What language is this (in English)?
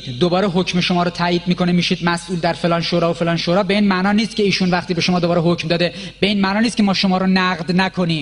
Persian